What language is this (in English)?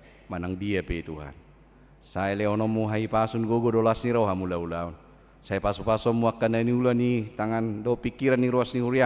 Batak Toba